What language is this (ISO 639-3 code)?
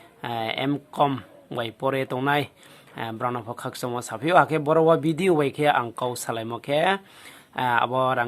ria